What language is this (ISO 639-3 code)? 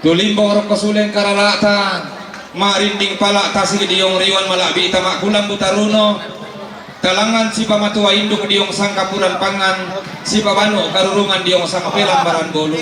sda